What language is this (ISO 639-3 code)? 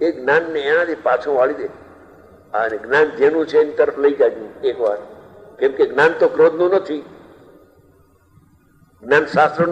guj